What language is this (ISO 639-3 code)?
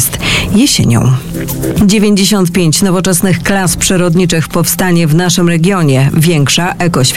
pol